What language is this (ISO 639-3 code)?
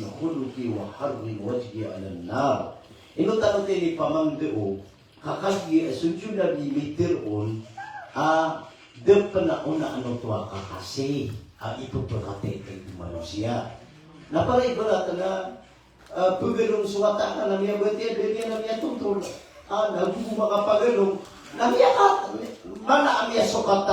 mrw